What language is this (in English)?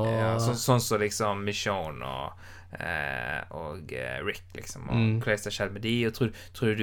Norwegian